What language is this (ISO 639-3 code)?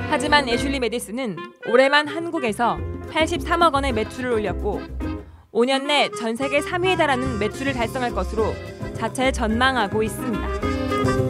kor